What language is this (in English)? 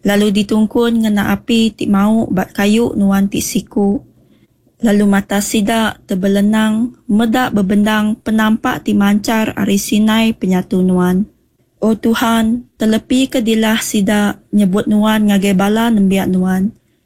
Iban